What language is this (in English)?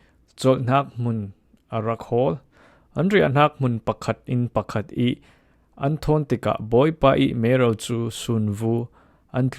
Falam Chin